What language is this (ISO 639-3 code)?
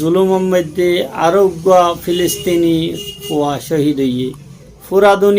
rhg